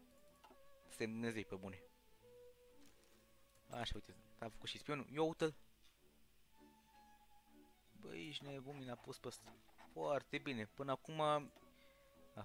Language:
Romanian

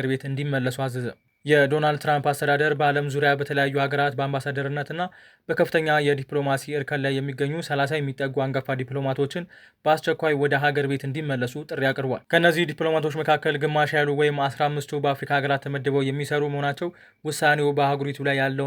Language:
Amharic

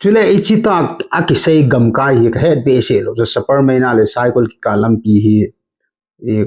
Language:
Thado Chin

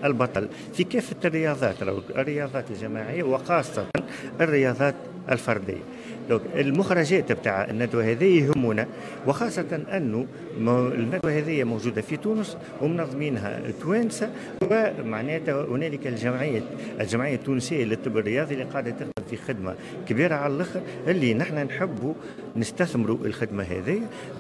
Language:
Tunisian Arabic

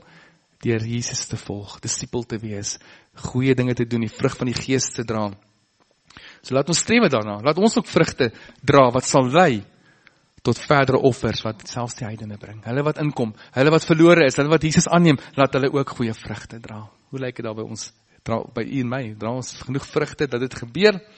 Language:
Afrikaans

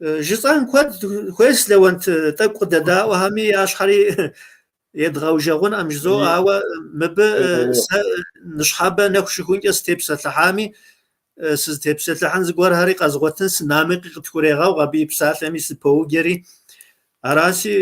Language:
Kabardian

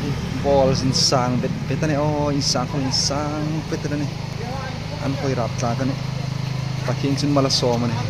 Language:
Hmar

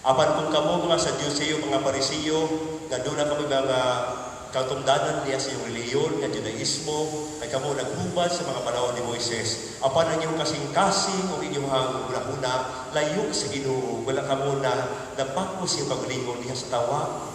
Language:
Cebuano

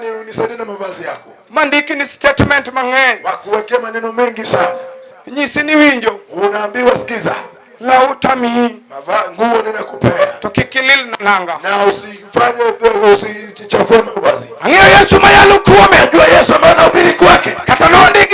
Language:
Luo (Kenya and Tanzania)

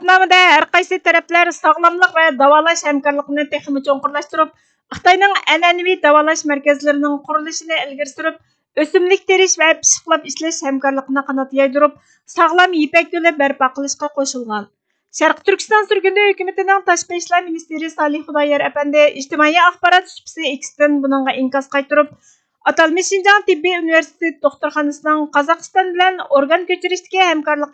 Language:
Uyghur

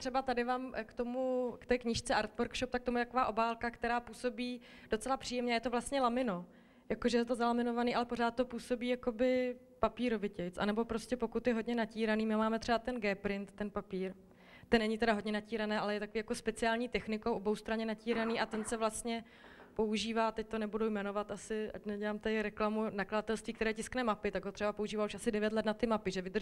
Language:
Czech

